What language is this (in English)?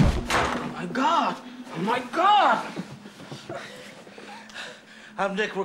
English